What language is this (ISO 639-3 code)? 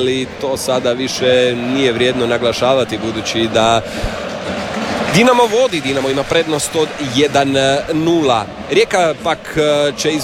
hrv